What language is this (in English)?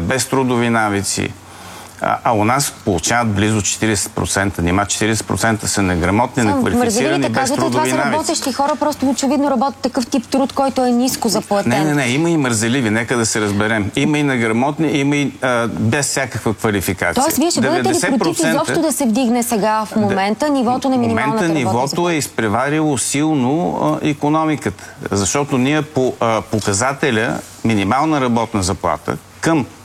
Bulgarian